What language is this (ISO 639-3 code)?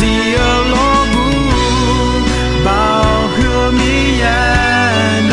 ahk